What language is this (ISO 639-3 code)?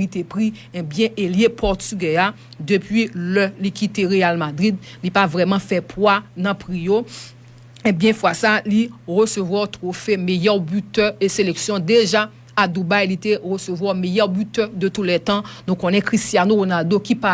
hat